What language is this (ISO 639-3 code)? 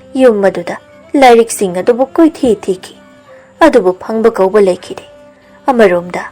mni